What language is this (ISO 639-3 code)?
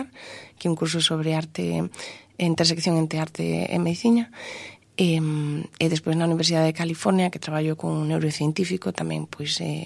glg